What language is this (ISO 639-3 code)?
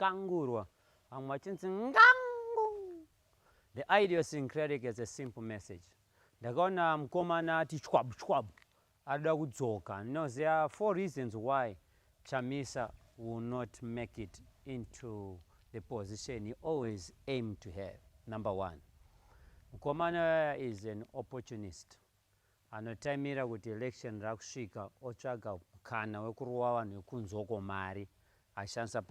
sna